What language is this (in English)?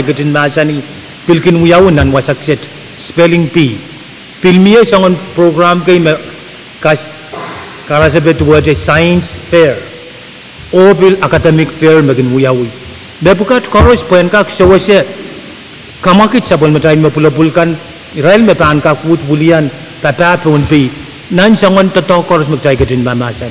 Pohnpeian